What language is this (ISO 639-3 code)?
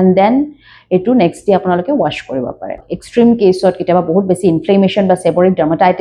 asm